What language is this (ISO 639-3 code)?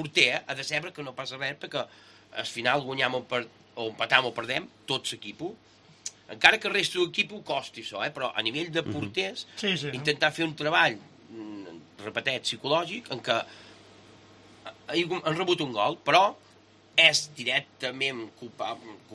cat